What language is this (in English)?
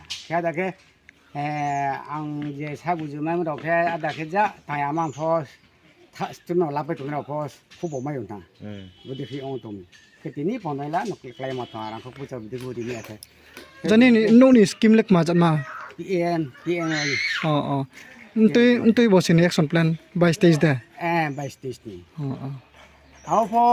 Riang (India)